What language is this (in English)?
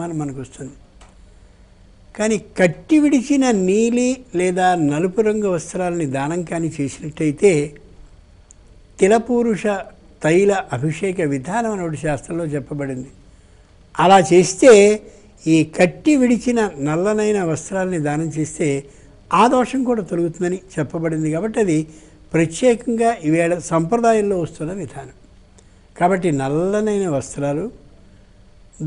Telugu